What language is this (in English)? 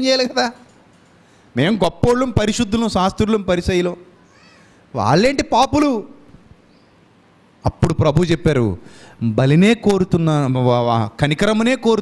Telugu